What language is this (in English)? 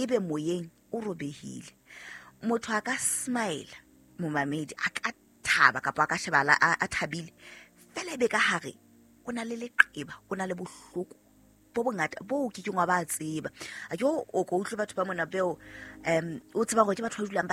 Southern Sotho